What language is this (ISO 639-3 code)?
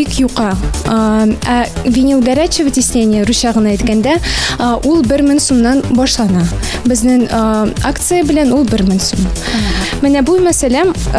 tat